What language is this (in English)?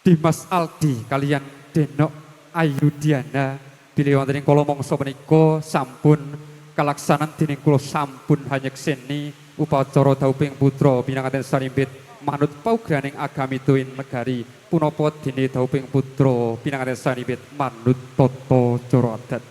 Javanese